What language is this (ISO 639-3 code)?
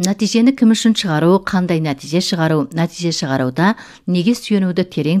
kaz